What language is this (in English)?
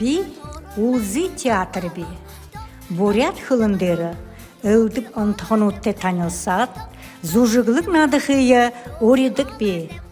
Buriat